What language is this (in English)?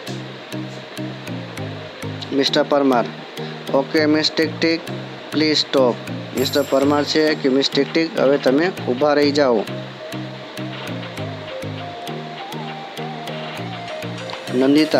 Gujarati